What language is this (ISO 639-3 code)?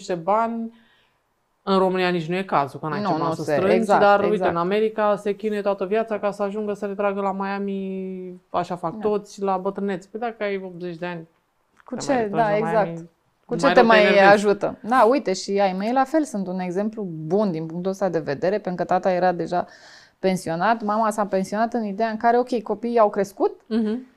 ron